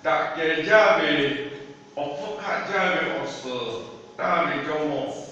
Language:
Lahu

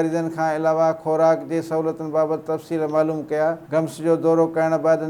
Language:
Sindhi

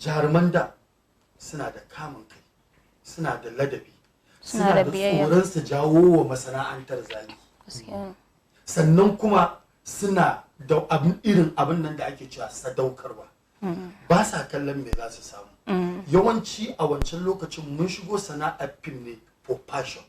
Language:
Hausa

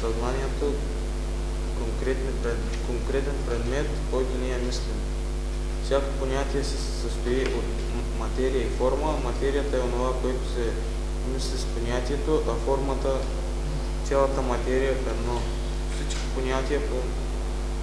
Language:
Bulgarian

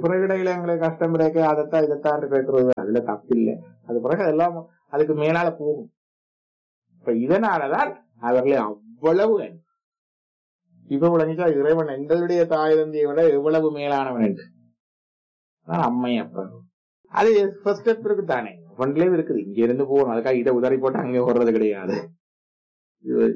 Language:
Tamil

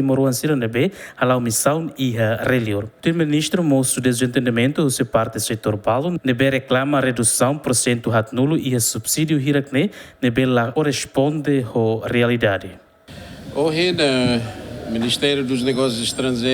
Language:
Tetum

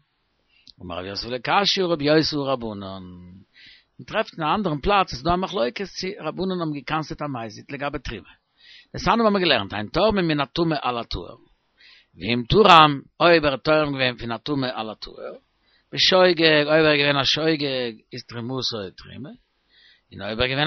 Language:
Yiddish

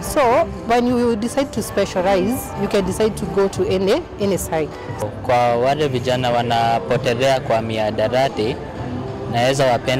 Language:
Kamba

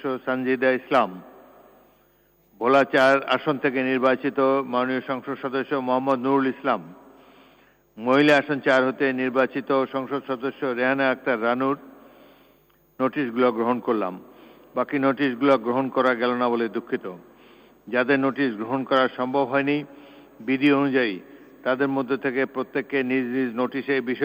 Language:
Bangla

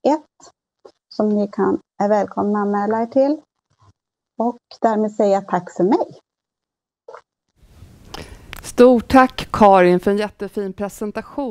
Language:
Swedish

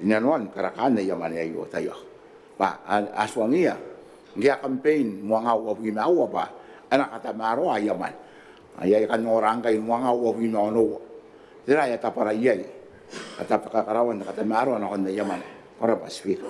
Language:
Gilbertese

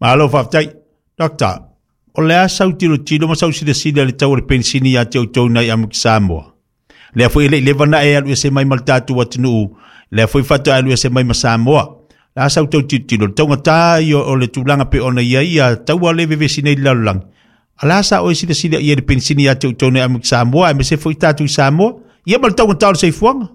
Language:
Samoan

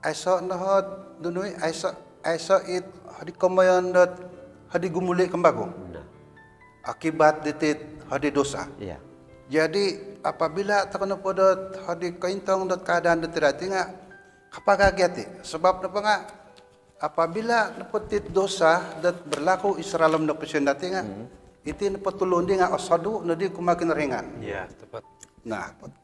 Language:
Central Dusun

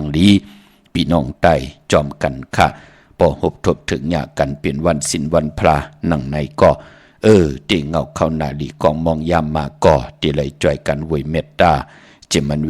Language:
Shan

